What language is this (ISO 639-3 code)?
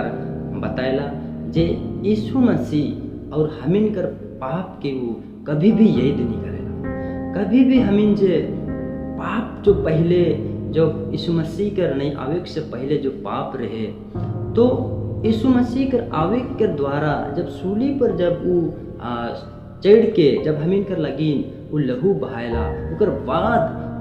sck